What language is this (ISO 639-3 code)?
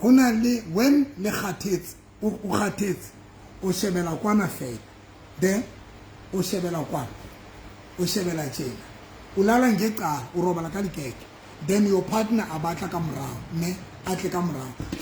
sot